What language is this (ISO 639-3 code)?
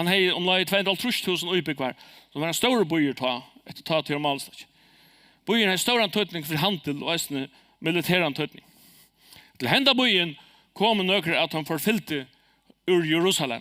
fao